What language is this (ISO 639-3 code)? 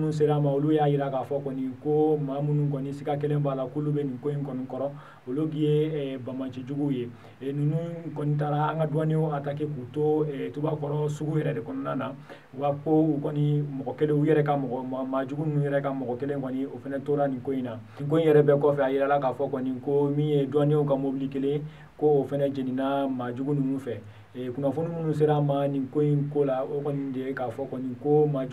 bam